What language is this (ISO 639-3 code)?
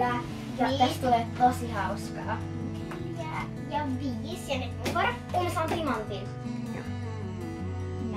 fin